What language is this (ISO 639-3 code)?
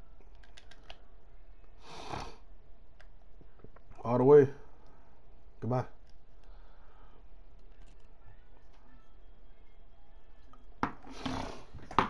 eng